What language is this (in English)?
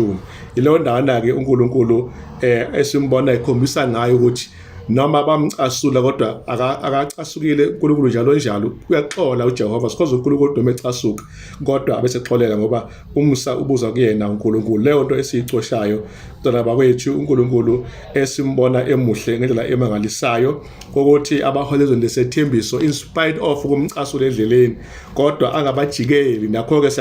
Zulu